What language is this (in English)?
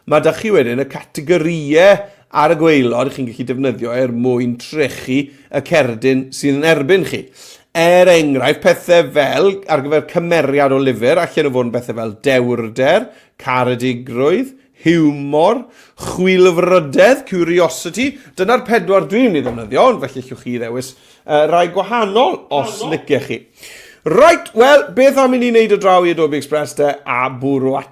Welsh